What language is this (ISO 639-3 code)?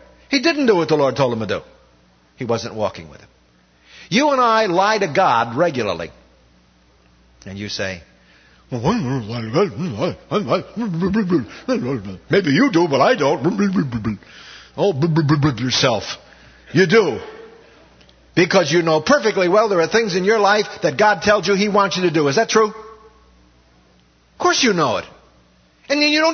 eng